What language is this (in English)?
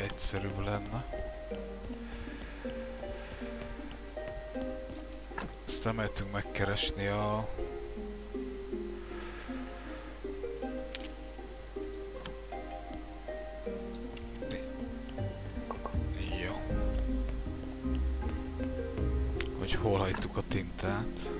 Hungarian